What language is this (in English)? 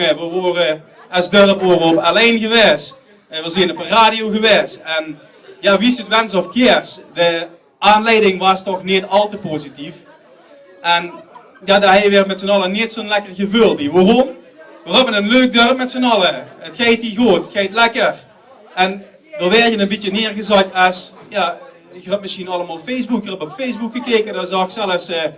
Limburgish